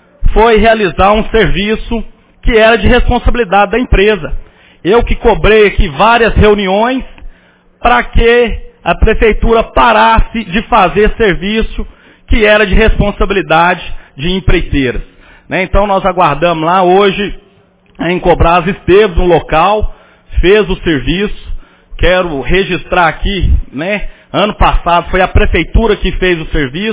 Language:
Portuguese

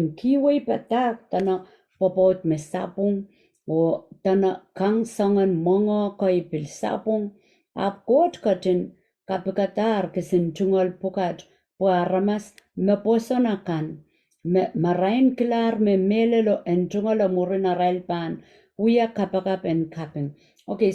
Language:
Pohnpeian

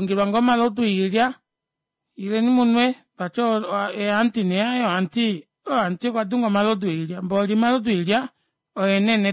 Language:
Kuanyama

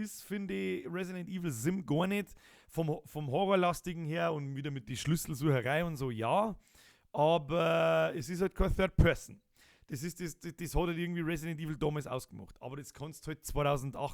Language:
Bavarian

